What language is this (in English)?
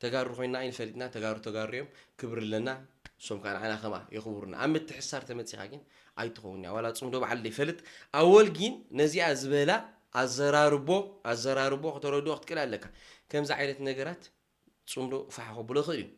Tigrinya